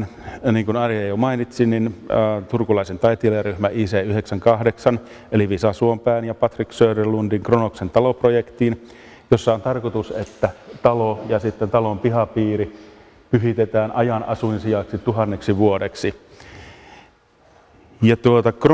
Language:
Finnish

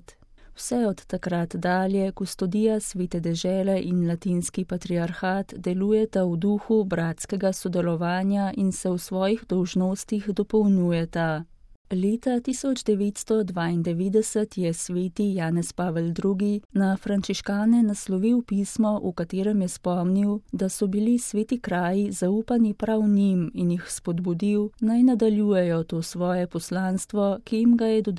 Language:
Slovenian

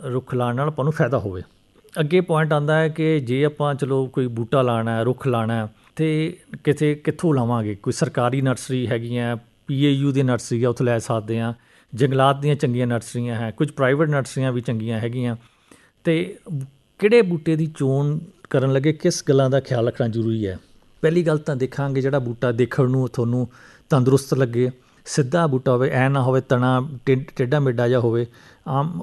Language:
Punjabi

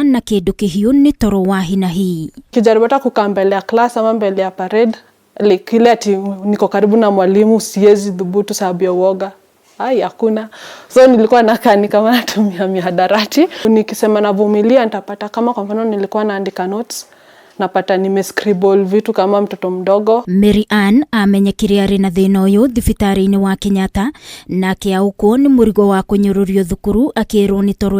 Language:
Kikuyu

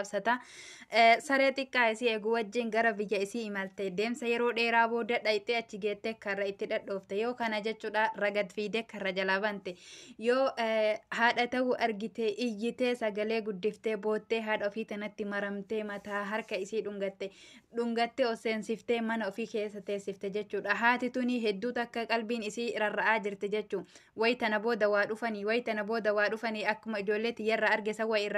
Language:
Oromo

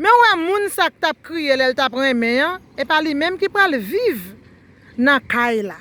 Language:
Haitian Creole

